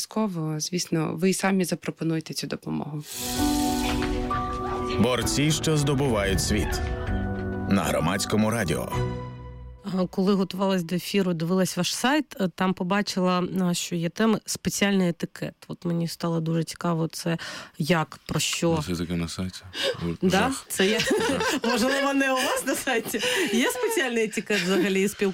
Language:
Ukrainian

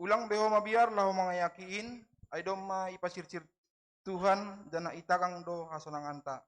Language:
Batak Simalungun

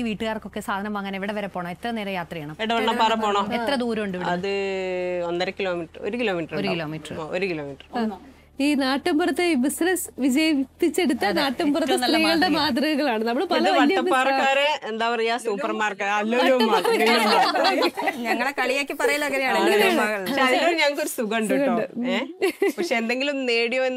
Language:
Malayalam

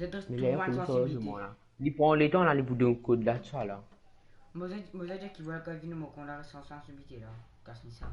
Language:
Morisyen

